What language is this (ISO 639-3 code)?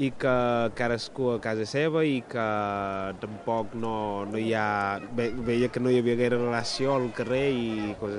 cat